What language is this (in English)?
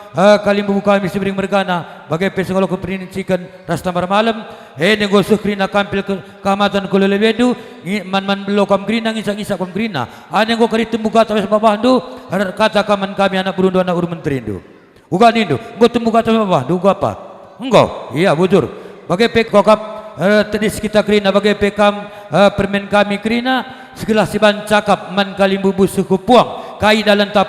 Batak Karo